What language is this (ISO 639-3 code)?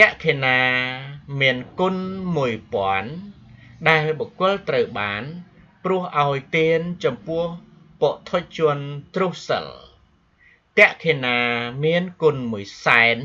khm